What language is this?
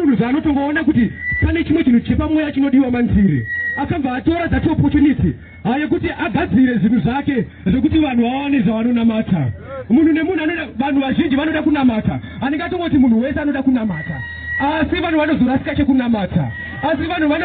Shona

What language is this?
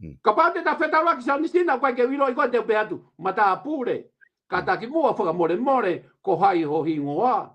Tongan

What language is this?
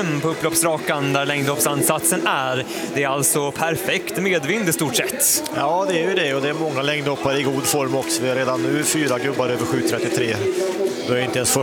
Swedish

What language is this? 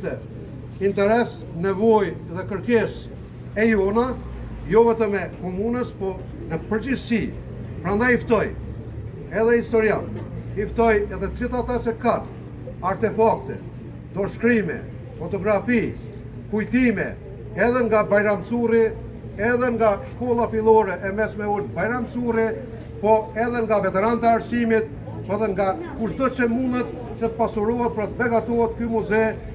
Albanian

